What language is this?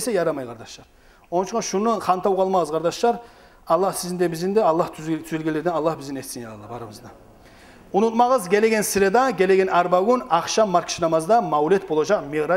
Kumyk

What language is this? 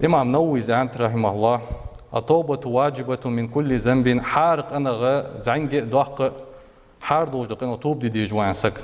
Ingush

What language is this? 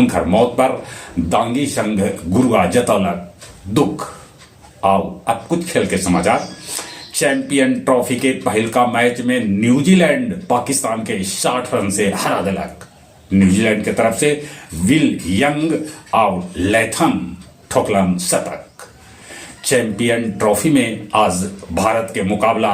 Magahi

